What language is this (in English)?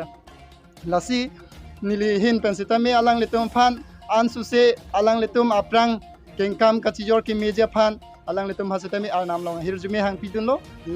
Karbi